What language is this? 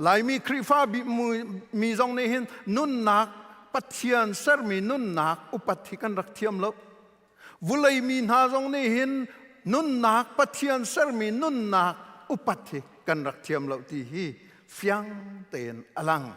Hakha Chin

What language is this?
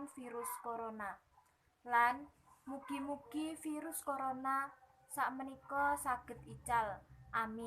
Javanese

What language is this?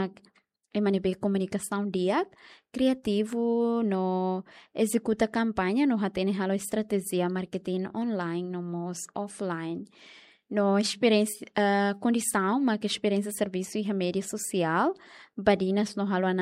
Tetum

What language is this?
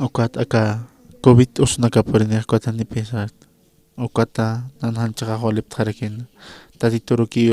Aymara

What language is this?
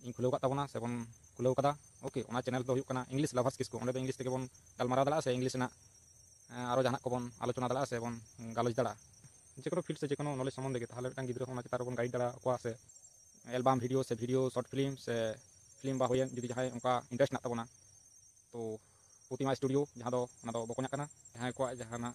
Santali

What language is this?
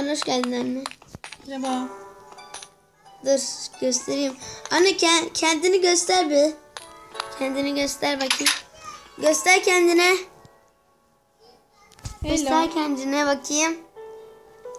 Turkish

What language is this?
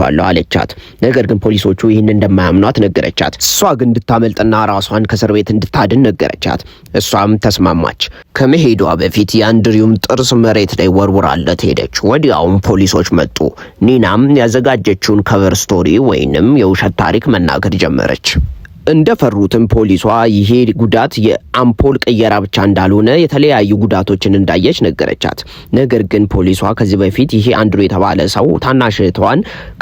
Amharic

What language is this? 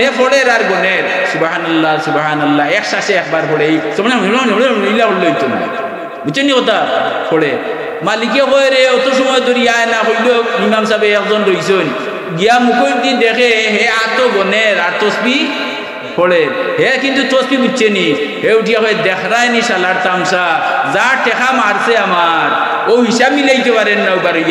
Sylheti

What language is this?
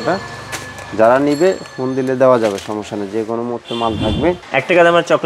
Bangla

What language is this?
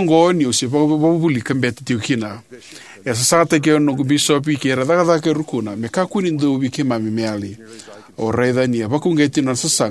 Fijian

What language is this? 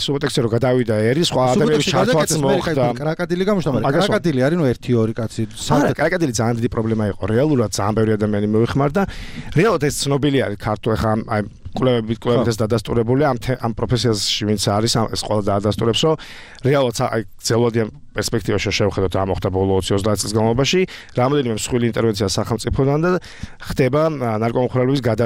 Georgian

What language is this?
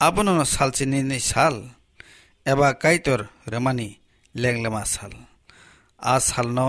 Kok Borok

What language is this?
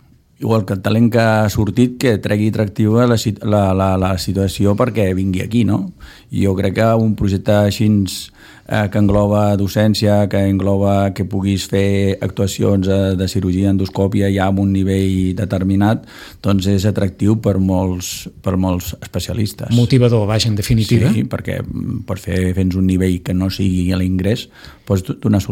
Catalan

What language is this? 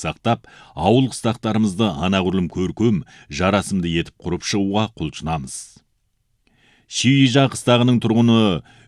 Kazakh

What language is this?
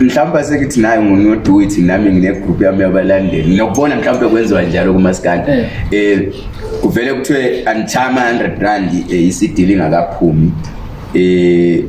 Zulu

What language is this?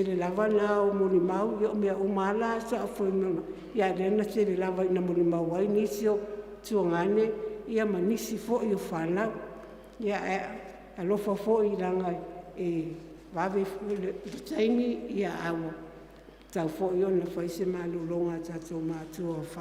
Samoan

